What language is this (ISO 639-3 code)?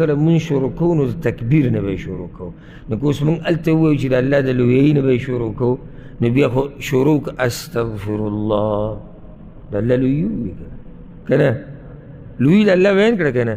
pus